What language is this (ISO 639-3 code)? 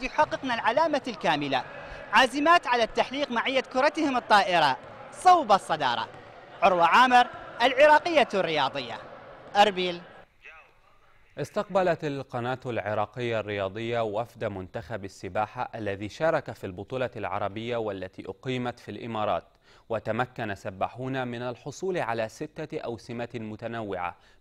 ara